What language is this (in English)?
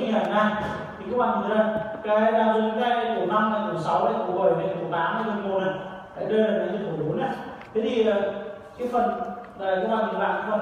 Vietnamese